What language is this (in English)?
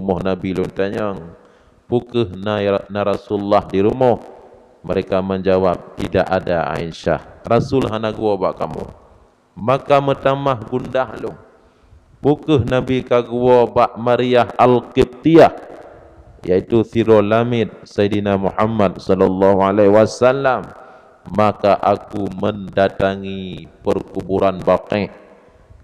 Achinese